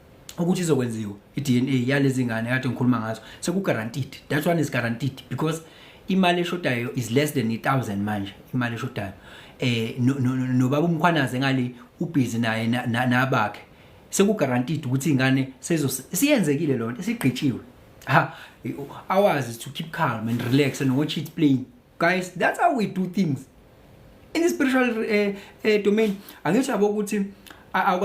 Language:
Zulu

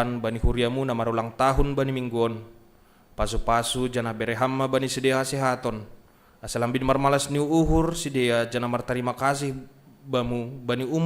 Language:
Batak Simalungun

